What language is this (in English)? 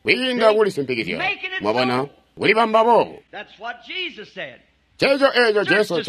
Tonga (Zambia)